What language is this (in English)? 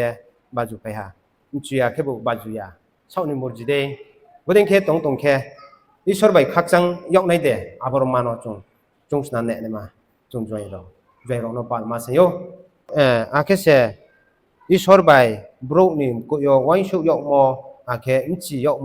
Riang (India)